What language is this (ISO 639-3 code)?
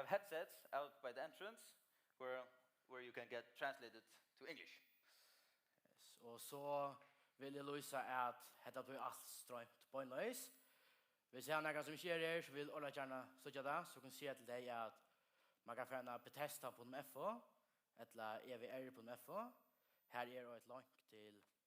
fao